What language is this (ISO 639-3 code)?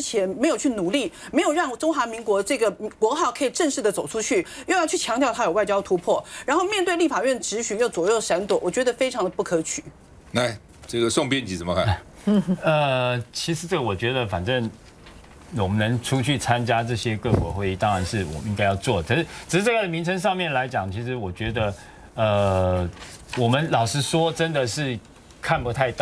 zho